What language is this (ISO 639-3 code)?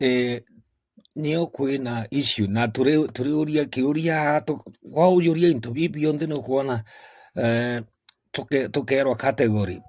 mer